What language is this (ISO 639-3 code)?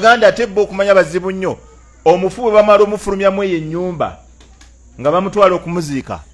lug